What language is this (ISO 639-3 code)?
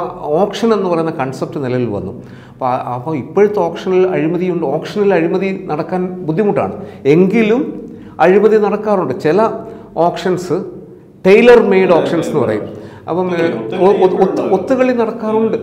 mal